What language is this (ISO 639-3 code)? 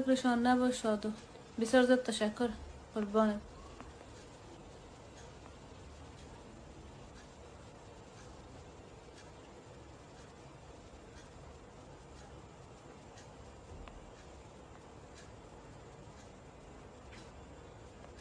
fas